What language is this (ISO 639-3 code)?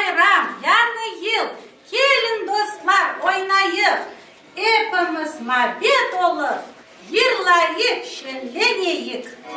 crh